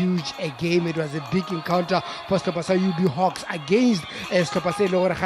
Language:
Tswana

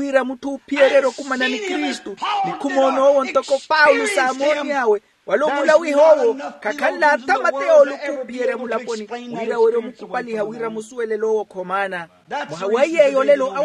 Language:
Makhuwa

